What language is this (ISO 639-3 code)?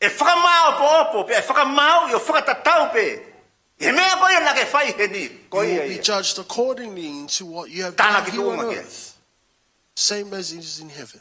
ton